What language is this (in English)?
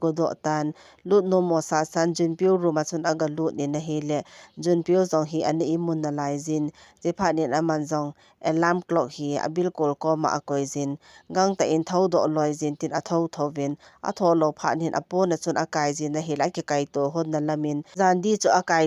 Thado Chin